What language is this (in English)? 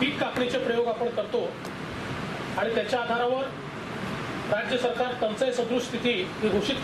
Marathi